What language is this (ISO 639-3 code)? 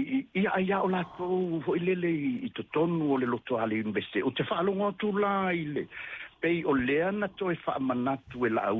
smo